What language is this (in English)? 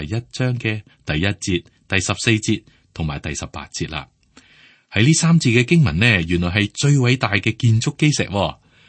Cantonese